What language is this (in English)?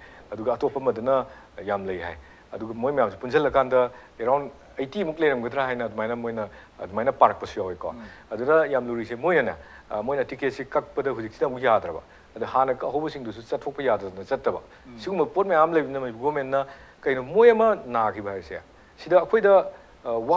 Manipuri